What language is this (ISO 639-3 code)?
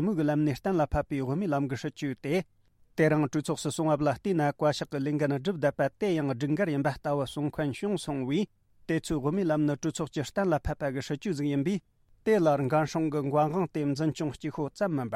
bod